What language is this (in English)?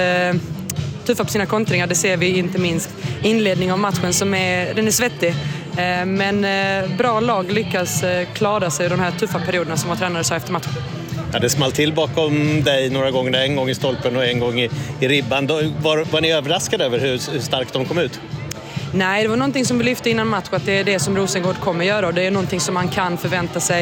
Swedish